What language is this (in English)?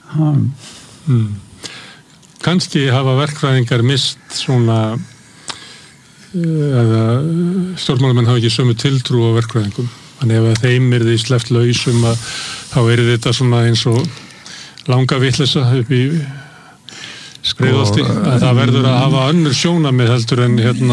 Icelandic